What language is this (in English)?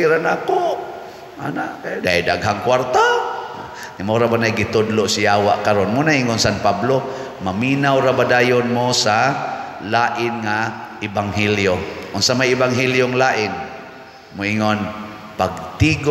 Cebuano